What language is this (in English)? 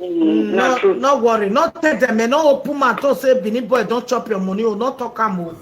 Nigerian Pidgin